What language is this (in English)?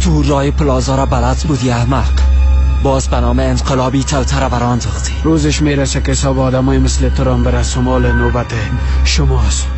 Persian